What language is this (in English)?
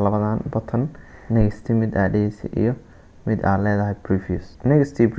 Somali